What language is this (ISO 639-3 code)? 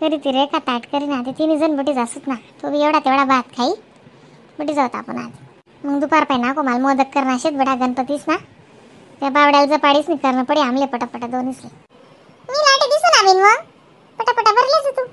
khn